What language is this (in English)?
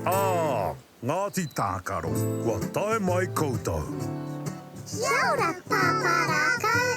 Māori